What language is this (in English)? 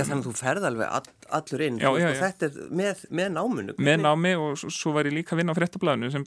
Icelandic